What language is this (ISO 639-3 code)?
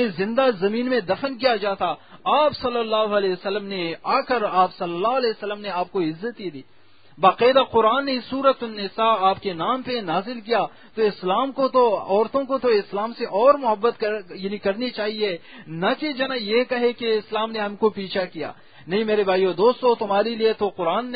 urd